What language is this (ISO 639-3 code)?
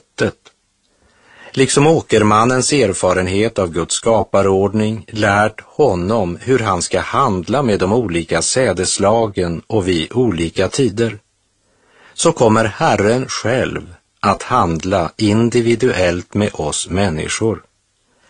swe